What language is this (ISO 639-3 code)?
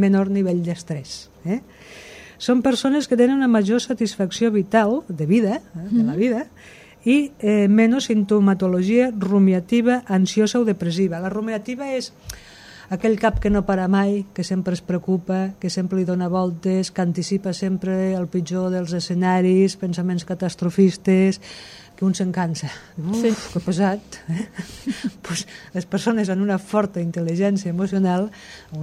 cat